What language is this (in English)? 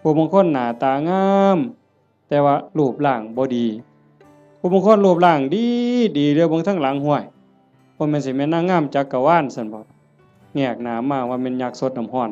Northeastern Thai